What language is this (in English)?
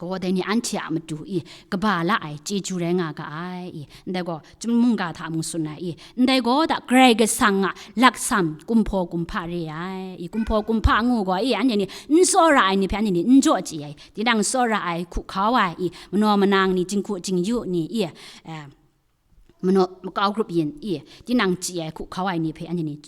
Kachin